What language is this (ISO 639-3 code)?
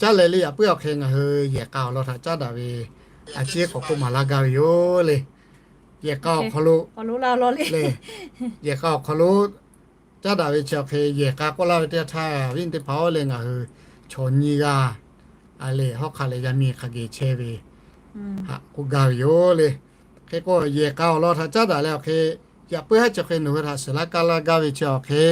lhu